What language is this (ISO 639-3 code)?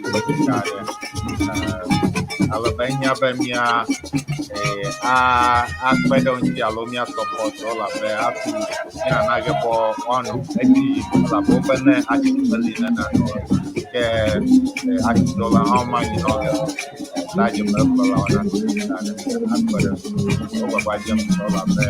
ewe